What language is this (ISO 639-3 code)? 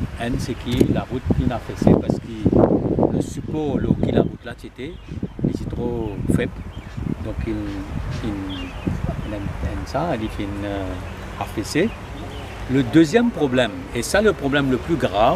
mfe